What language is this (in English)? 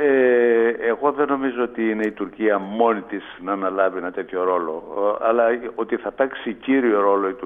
Greek